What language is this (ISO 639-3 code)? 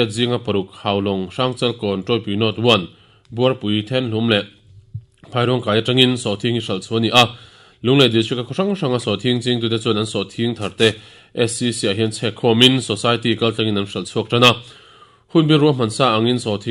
lus